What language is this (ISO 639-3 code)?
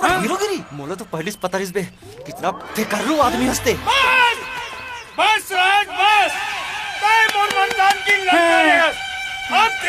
hne